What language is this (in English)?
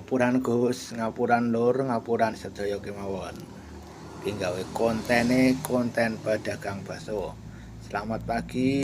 Javanese